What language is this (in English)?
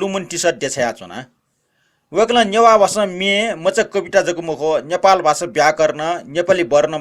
Newari